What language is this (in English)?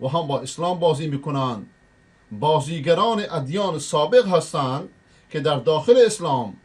Persian